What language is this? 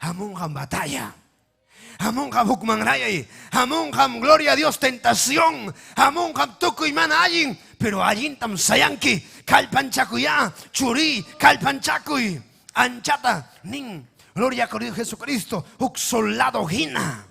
Ayacucho Quechua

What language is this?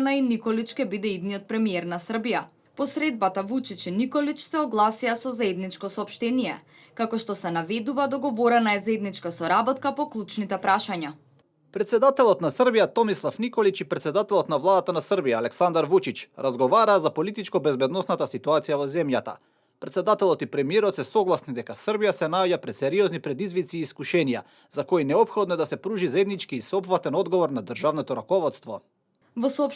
Macedonian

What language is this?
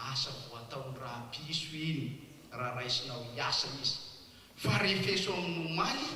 Malagasy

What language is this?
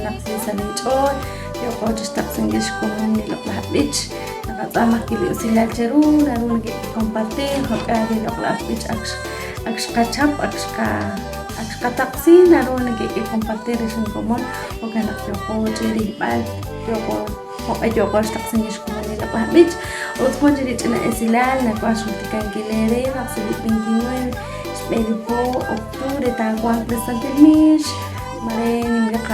Kekchí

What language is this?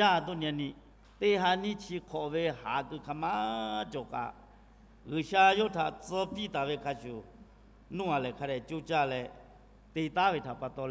Lahu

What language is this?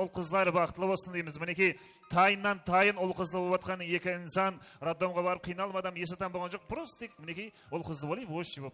Kara-Kalpak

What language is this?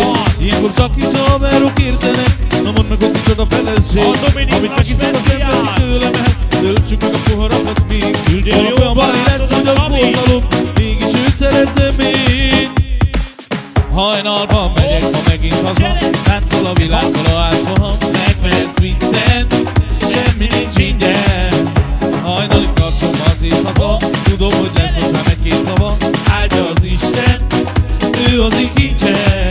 Hungarian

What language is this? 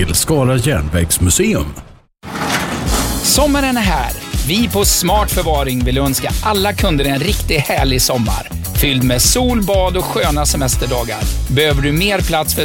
Swedish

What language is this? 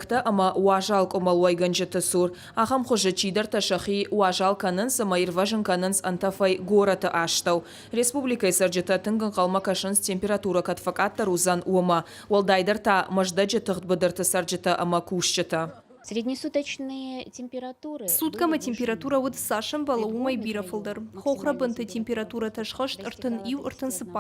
Ossetic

